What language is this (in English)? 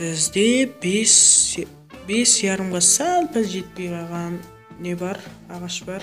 Kara-Kalpak